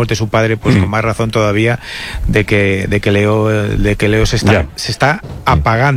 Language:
Spanish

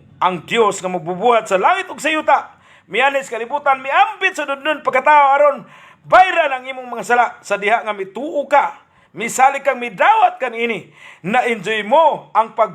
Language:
Cebuano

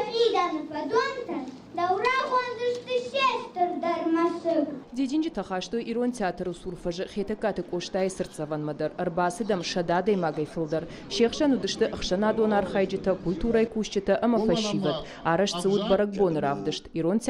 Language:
Ossetic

